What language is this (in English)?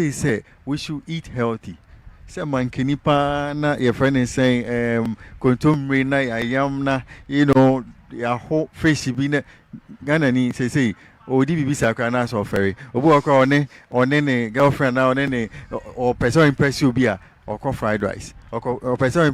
Akan